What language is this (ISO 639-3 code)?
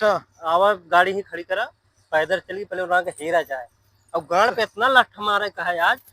awa